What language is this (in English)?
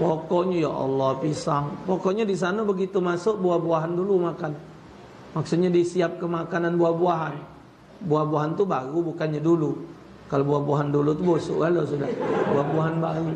Musi